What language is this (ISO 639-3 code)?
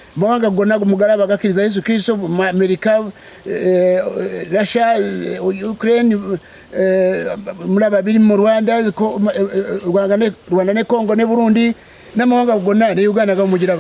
lug